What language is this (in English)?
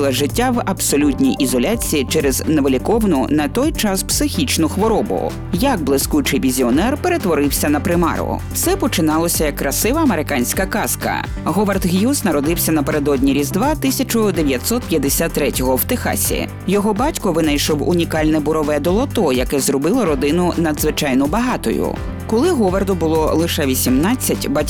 Ukrainian